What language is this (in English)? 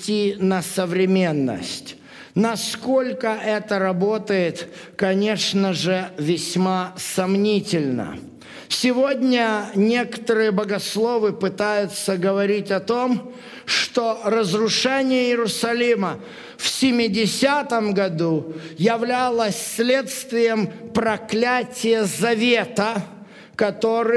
Russian